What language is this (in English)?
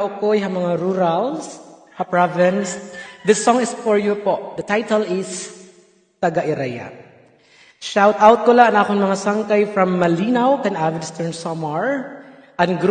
Waray